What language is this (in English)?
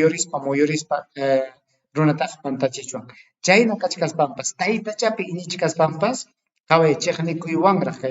Ayacucho Quechua